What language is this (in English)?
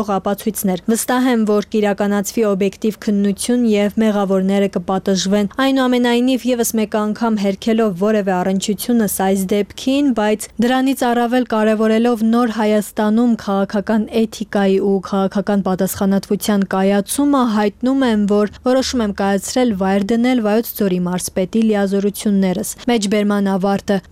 Armenian